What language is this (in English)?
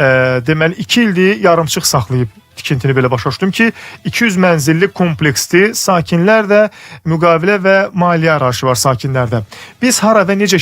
Azerbaijani